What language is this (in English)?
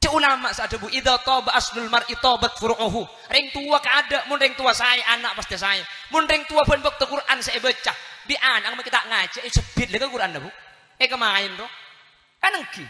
Madurese